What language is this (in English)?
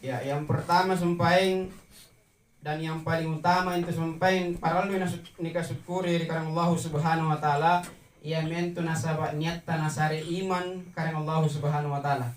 Makasar